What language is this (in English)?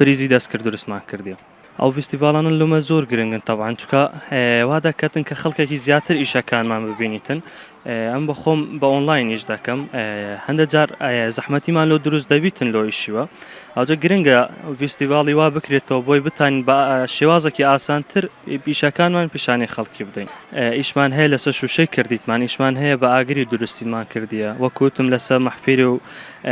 Central Kurdish